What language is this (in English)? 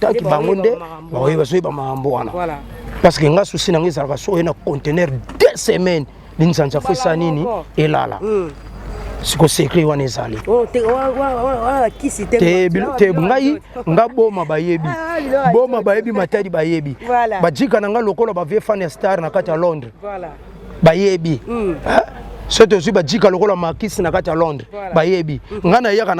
Lingala